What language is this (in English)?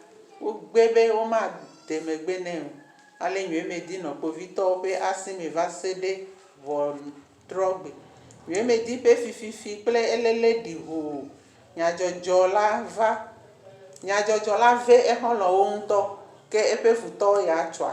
Ewe